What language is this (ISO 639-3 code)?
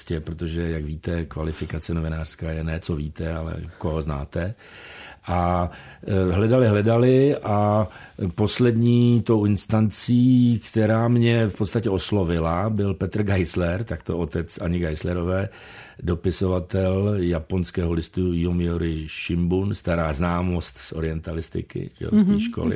ces